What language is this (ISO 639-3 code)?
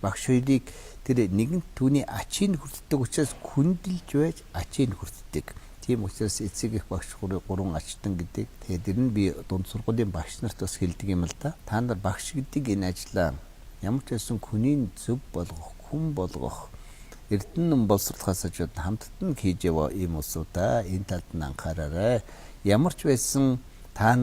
mon